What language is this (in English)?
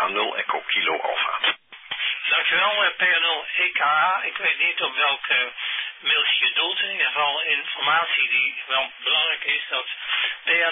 Dutch